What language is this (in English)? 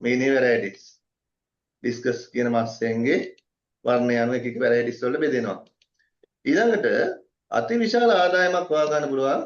Sinhala